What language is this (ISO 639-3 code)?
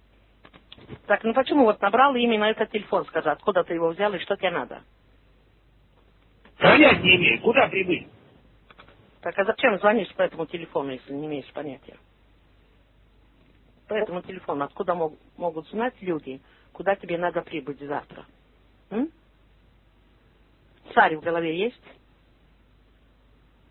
rus